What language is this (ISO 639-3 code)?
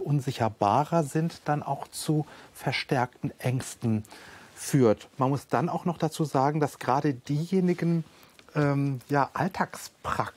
deu